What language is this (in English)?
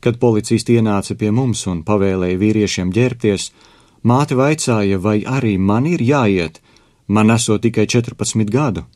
Latvian